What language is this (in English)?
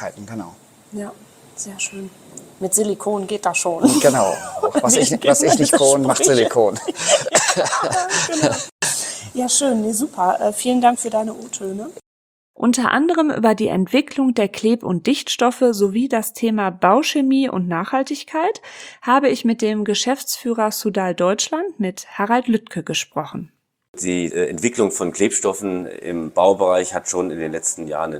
German